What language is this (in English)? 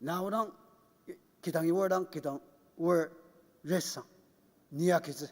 Ao Naga